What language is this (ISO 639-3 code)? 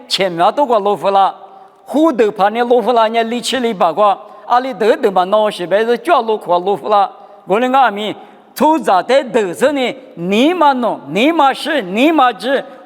lis